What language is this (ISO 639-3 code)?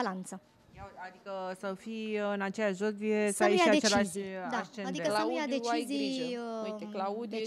ron